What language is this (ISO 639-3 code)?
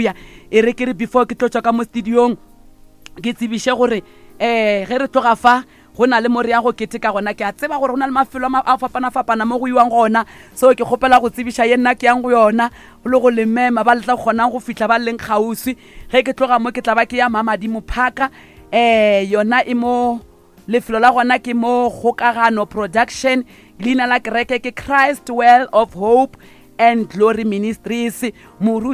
nso